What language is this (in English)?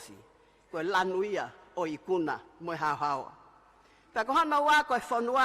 Tongan